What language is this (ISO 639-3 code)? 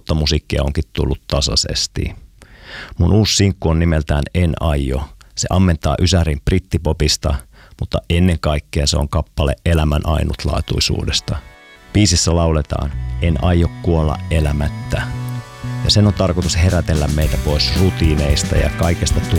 fin